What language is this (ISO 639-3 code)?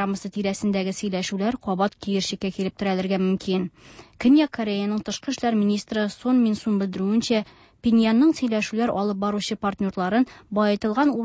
tat